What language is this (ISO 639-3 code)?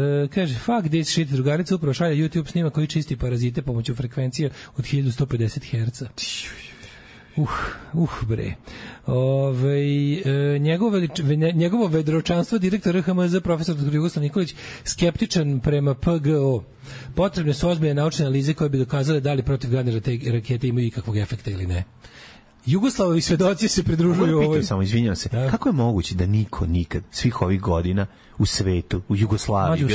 srp